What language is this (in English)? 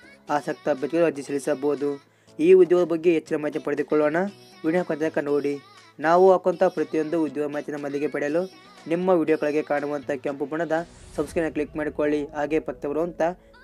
Kannada